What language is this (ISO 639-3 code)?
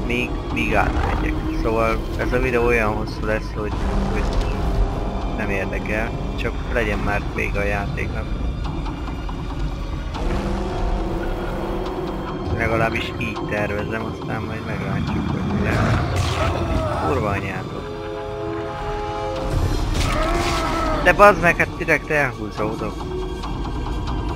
hun